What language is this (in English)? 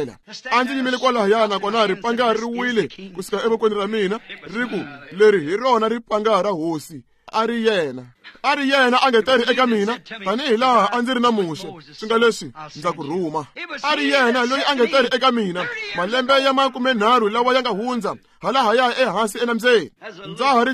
Tsonga